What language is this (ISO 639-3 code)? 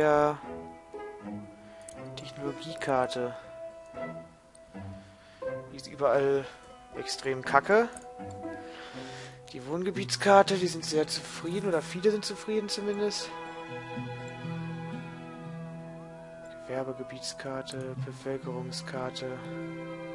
deu